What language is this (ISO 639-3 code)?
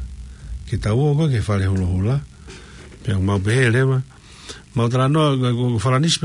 ton